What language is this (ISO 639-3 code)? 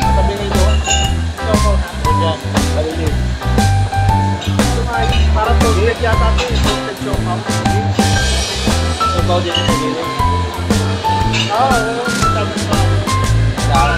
fil